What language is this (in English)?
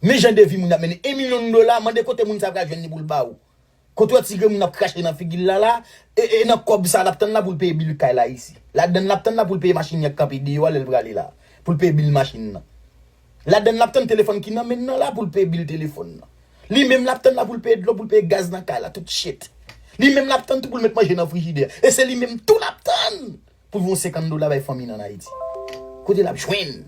Haitian Creole